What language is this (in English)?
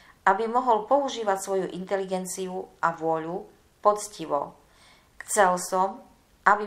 Slovak